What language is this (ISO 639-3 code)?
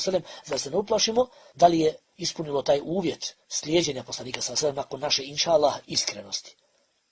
bos